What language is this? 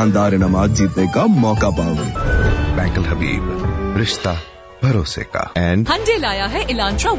Urdu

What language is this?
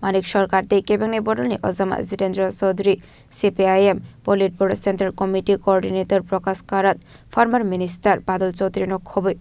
Kok Borok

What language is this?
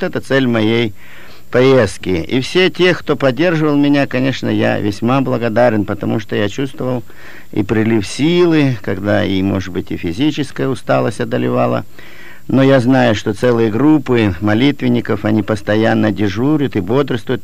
Russian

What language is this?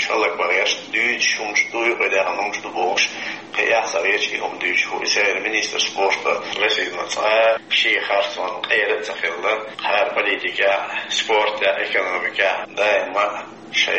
Chechen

